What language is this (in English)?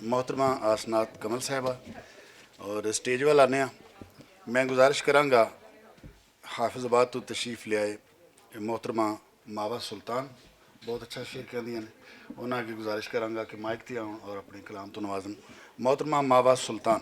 Western Panjabi